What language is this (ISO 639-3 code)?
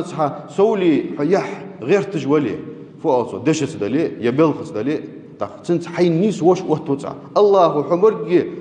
inh